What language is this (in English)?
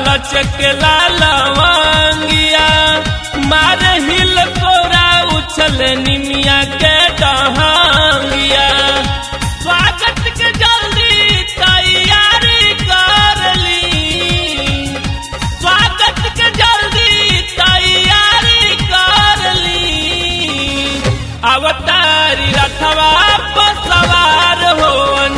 Bhojpuri